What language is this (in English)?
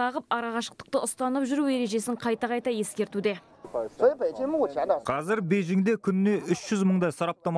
Kazakh